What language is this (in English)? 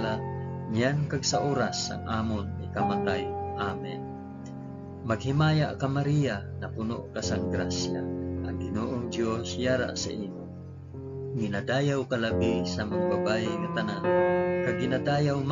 Hiligaynon